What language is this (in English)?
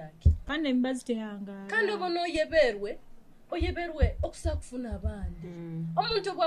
Nyoro